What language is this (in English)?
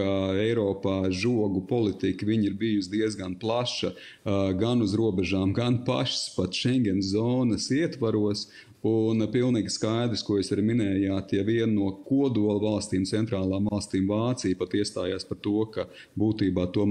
Latvian